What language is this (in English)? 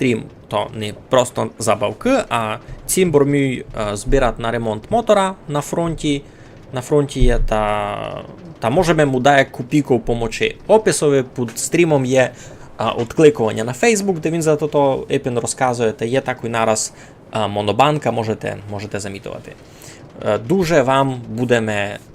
Rusyn